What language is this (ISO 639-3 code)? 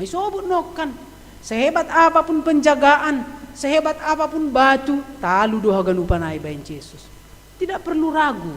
bts